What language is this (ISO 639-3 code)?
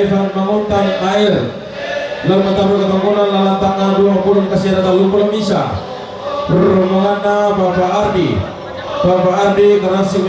sda